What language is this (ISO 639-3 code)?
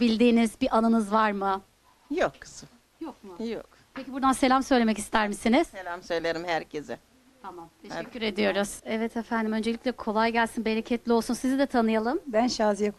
tur